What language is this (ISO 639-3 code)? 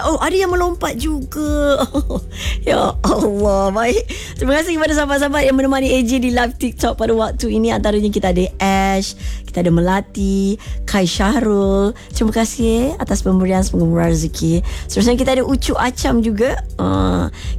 msa